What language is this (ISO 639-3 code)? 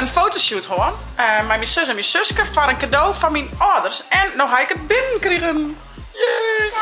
fry